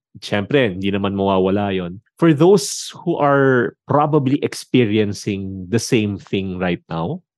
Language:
Filipino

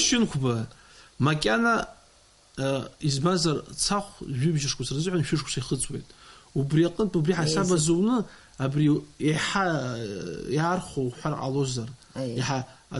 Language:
Abkhazian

